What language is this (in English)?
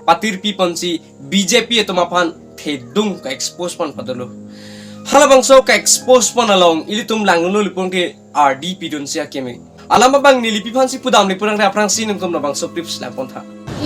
Karbi